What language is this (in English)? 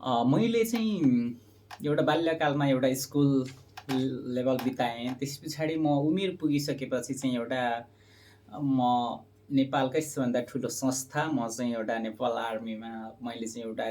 Nepali